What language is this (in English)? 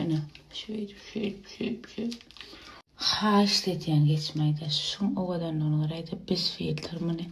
Turkmen